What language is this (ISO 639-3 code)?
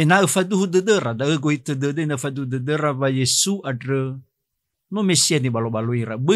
nia